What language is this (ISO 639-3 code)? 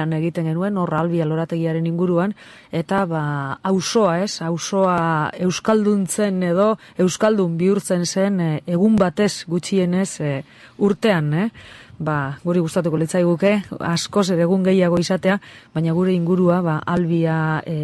eus